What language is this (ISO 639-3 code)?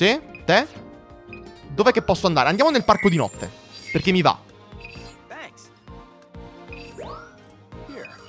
ita